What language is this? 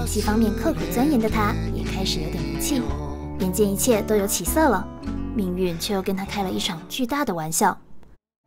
Chinese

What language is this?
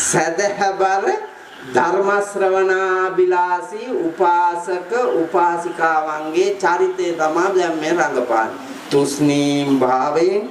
Sinhala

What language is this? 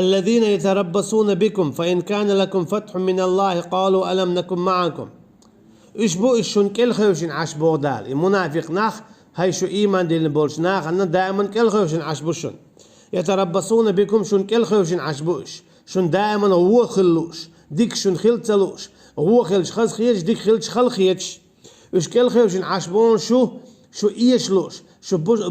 Chechen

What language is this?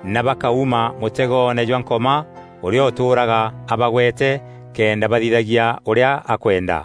Meru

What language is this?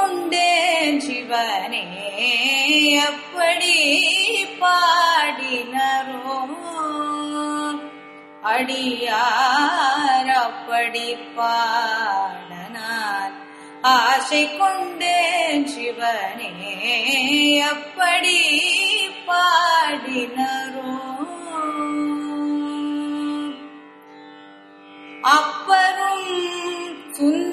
Tamil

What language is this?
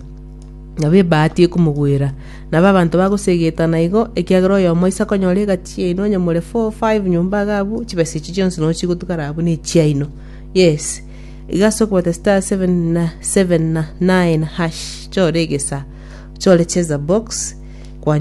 Gusii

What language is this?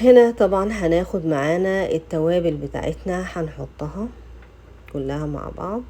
Egyptian Arabic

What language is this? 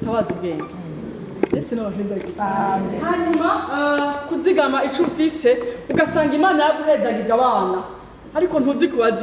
Rundi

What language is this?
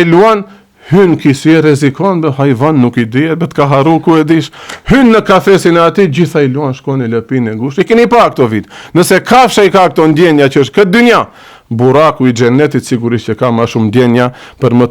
Albanian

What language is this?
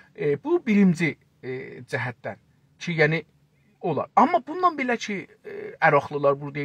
South Azerbaijani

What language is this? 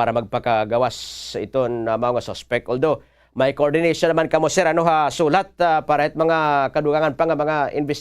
Waray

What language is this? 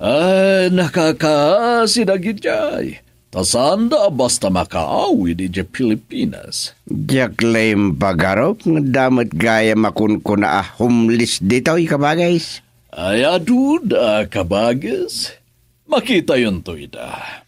Iloko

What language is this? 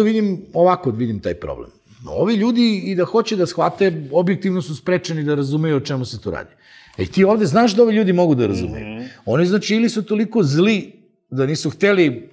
Serbian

